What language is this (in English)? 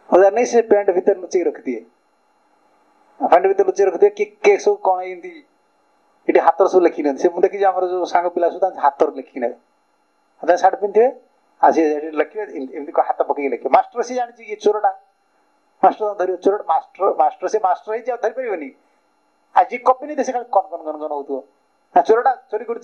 Odia